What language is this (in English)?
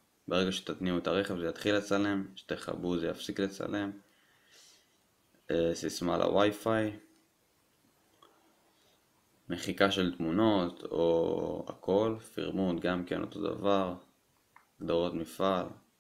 Hebrew